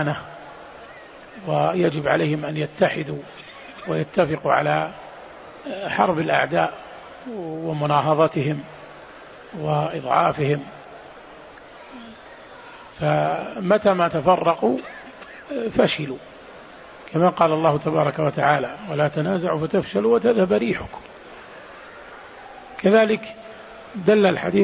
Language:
Arabic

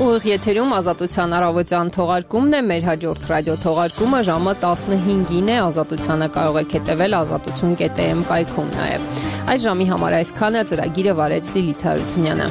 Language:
Armenian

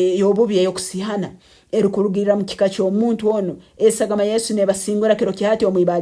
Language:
Nyankole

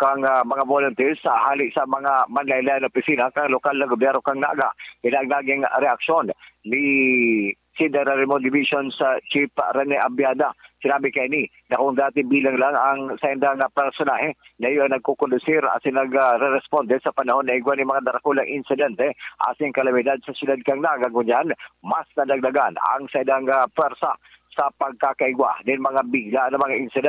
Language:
Bikol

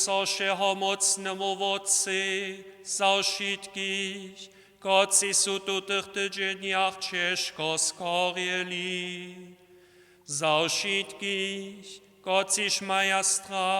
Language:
Upper Sorbian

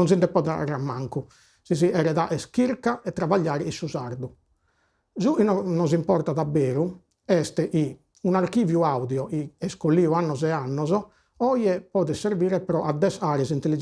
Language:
Sardinian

